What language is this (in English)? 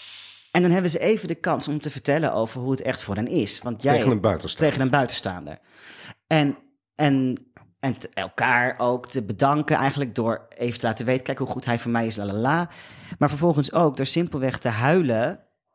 Dutch